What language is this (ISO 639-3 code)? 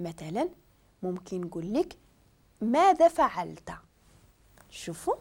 ary